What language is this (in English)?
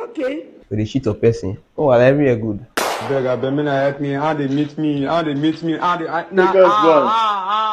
Nigerian Pidgin